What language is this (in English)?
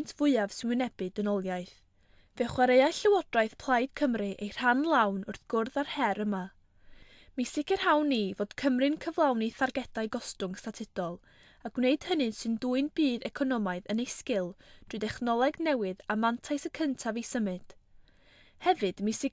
Welsh